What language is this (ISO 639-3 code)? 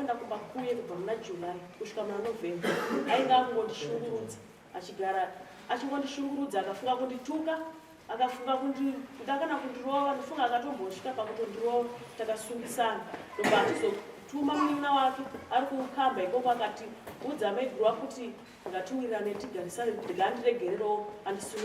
sna